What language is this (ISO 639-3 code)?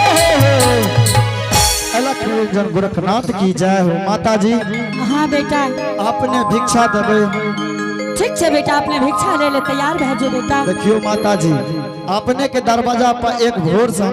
anp